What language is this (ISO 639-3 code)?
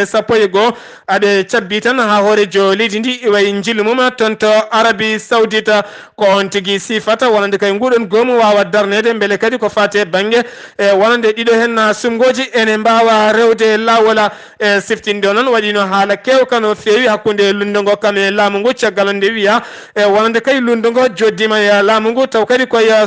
ful